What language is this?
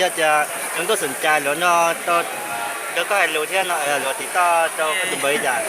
Hmong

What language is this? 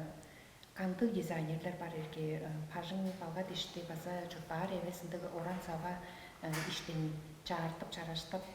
Tuvinian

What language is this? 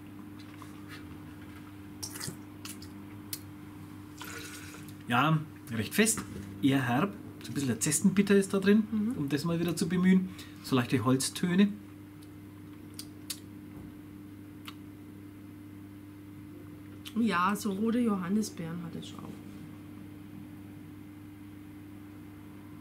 German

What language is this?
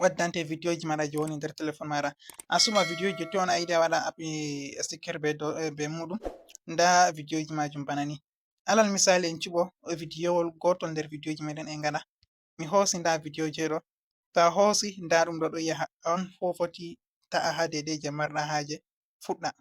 Fula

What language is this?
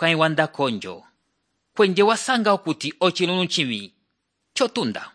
Umbundu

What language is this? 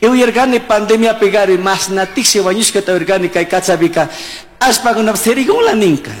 Chimborazo Highland Quichua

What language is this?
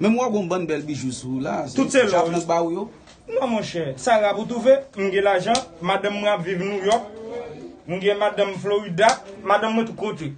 Haitian Creole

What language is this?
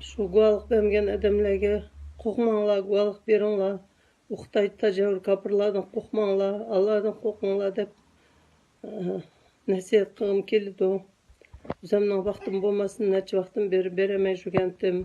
Uyghur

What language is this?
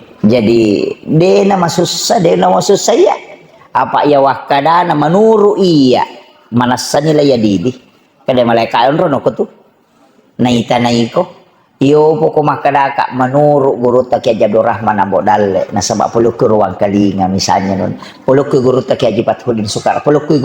Buginese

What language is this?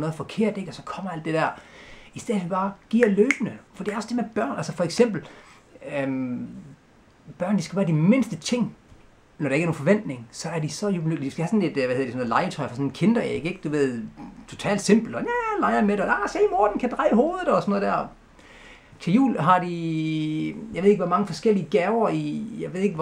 Danish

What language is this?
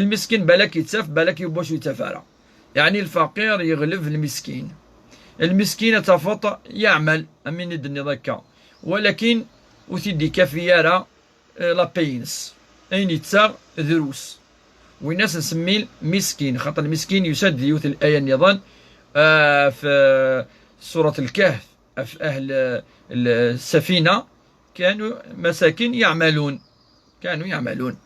Kabyle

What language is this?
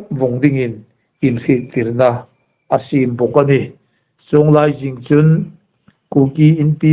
Hmar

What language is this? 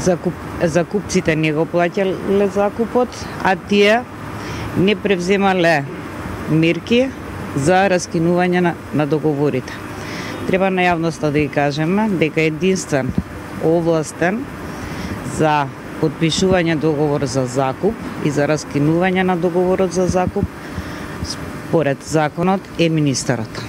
Macedonian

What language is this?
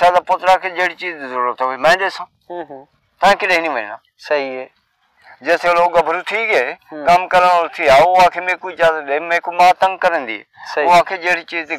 Saraiki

